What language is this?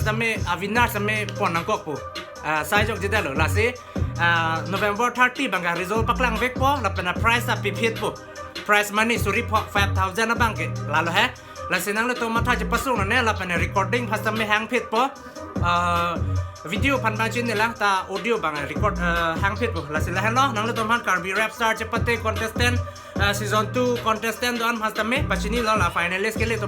Karbi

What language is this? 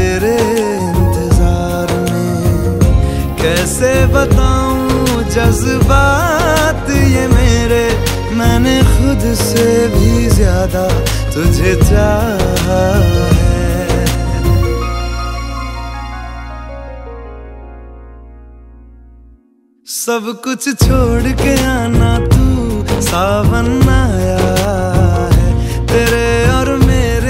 Hindi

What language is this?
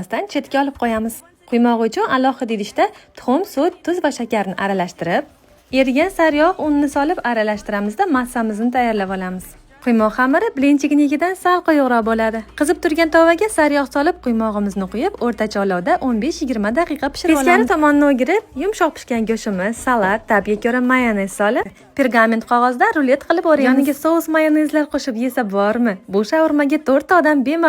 Uzbek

